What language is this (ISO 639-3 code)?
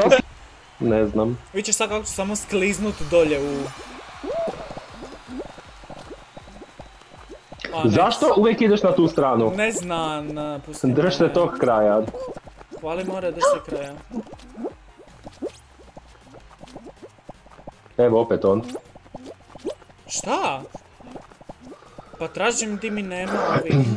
hrv